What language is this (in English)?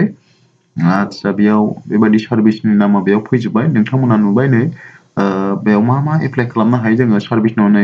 Bodo